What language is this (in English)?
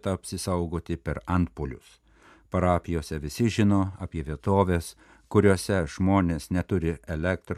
Lithuanian